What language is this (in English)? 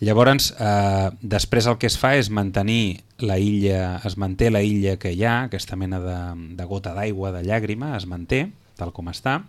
Catalan